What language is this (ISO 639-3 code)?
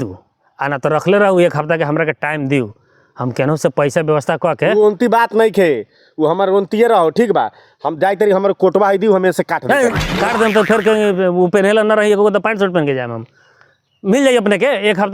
bho